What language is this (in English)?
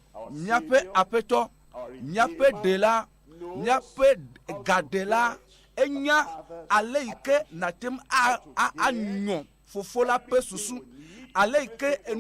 Ewe